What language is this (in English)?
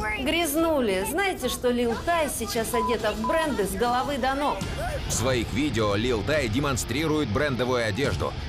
Russian